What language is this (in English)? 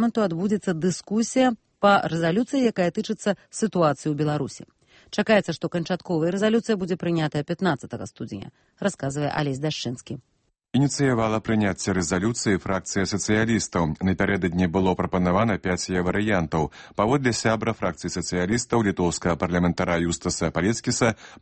Belarusian